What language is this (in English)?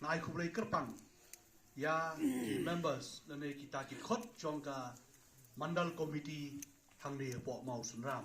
Khasi